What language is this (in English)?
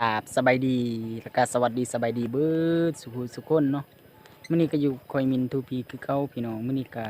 Lao